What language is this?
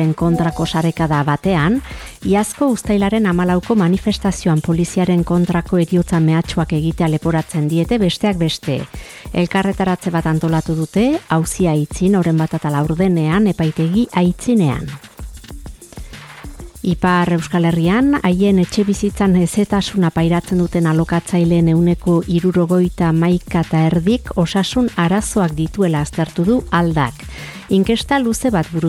Basque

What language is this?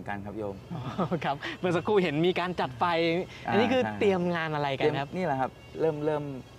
Thai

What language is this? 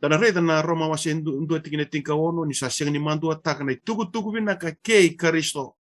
Fijian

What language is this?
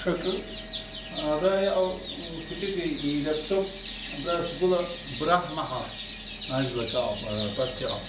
Abkhazian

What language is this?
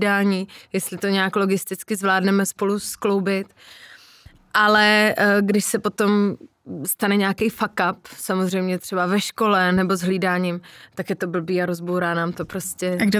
Czech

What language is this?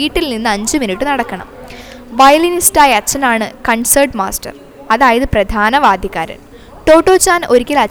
Malayalam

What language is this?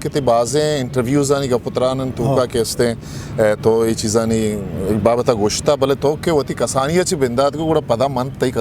Eastern Balochi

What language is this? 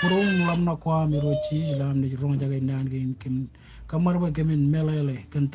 Marshallese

